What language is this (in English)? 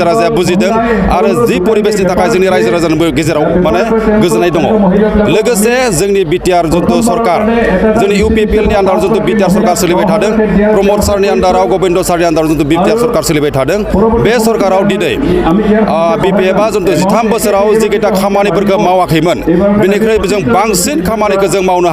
Bodo